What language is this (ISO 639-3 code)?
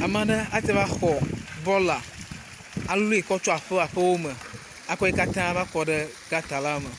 ewe